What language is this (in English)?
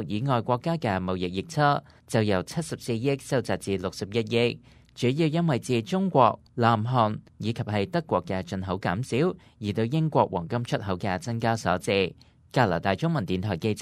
Cantonese